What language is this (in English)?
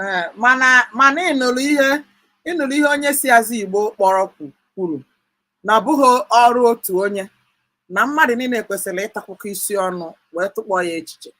Igbo